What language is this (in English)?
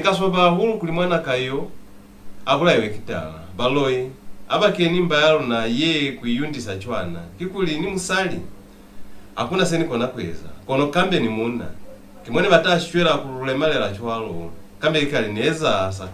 Lozi